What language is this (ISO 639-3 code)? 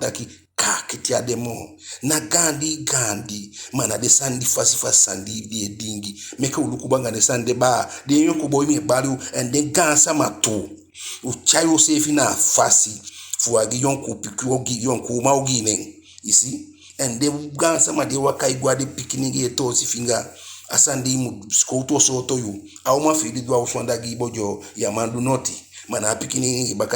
djk